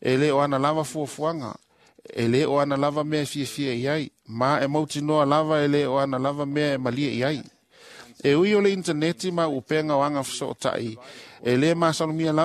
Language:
Samoan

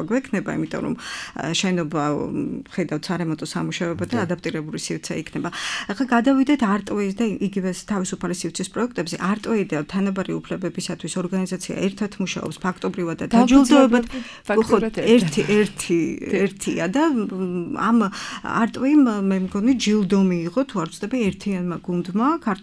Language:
Georgian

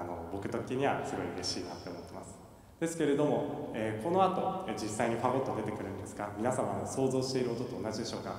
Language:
Japanese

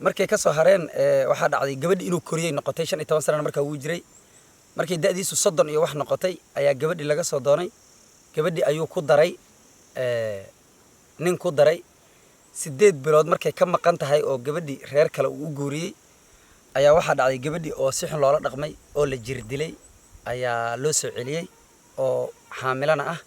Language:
Somali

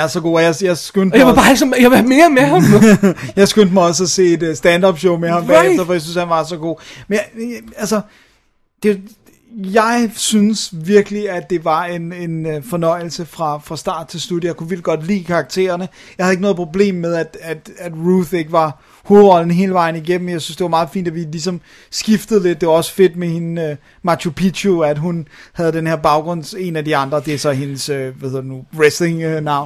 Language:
Danish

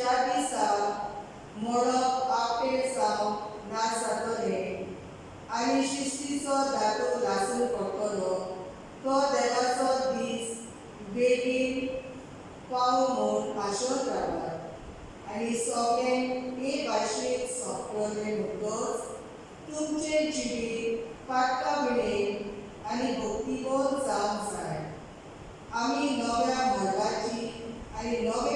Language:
Konkani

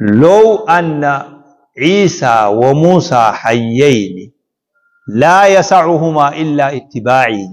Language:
Oromo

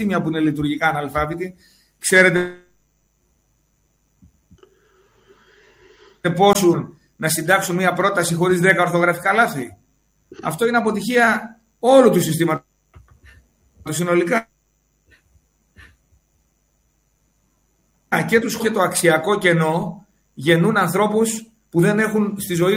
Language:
Greek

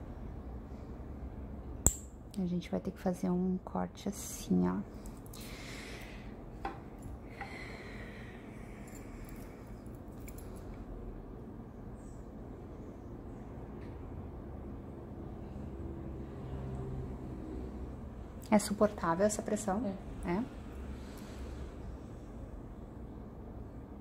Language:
Portuguese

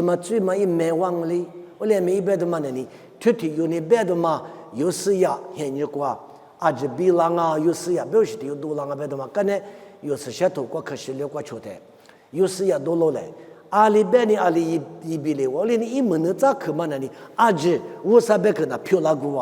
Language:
Lisu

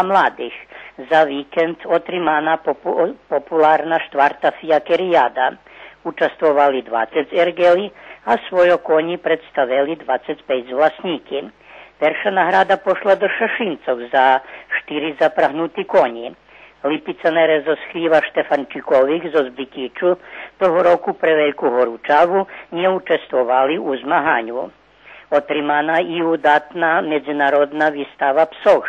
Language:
Rusyn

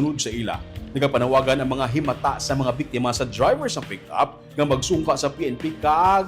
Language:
Hiligaynon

